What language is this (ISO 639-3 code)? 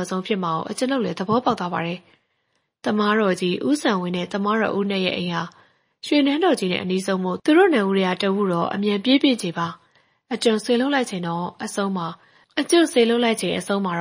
mya